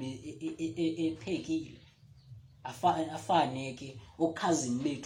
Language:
Xhosa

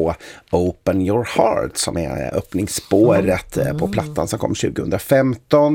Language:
Swedish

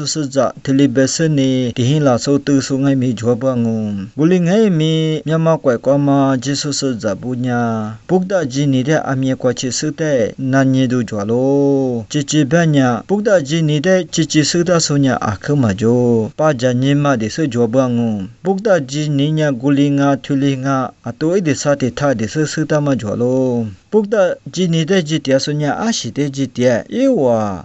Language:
Lisu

